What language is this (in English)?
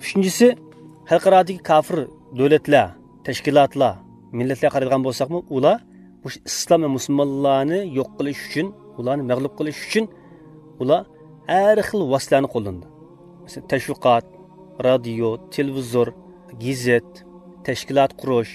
Uyghur